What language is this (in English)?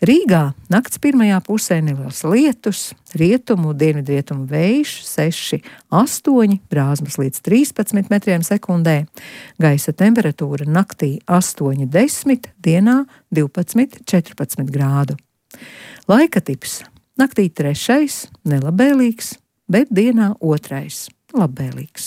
Latvian